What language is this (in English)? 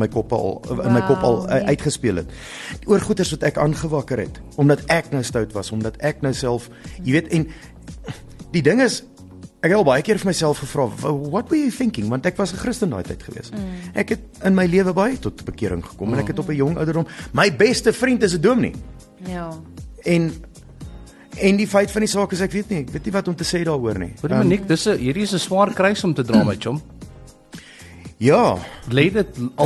Afrikaans